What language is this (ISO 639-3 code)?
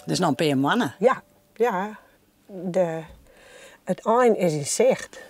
fry